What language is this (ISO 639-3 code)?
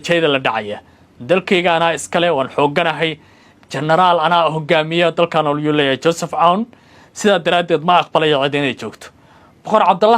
som